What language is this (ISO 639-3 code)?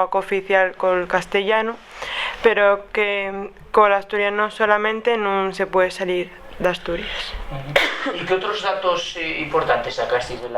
ast